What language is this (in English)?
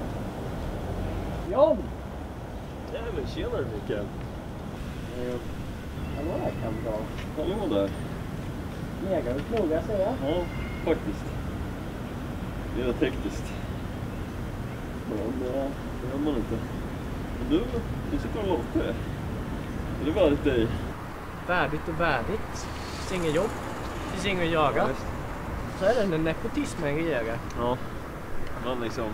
Swedish